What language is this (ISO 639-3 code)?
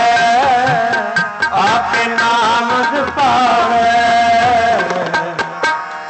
pan